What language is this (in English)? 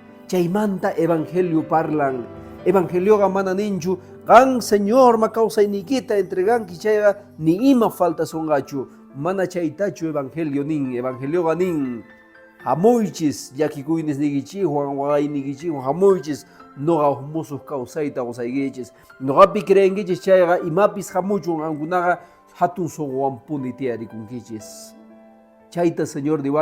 Quechua